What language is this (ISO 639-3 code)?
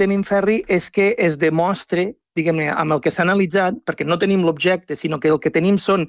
cat